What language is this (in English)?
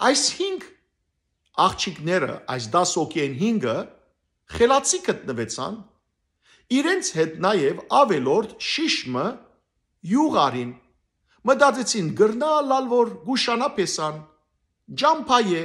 Western Armenian